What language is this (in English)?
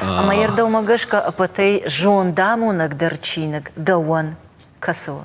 Ossetic